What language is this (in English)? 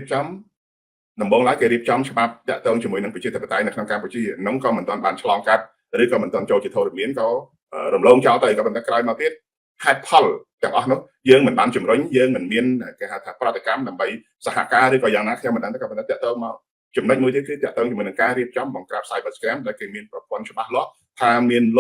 Khmer